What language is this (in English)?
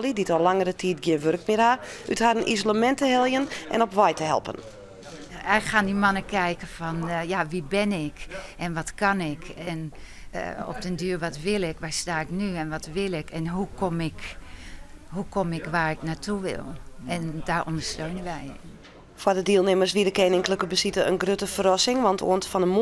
Western Frisian